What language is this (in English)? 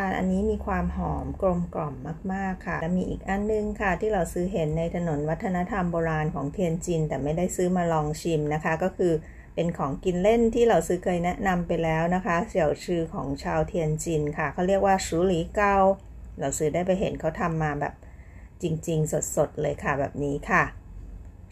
Thai